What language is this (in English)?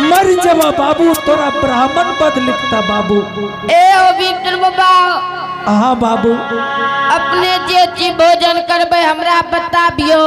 Angika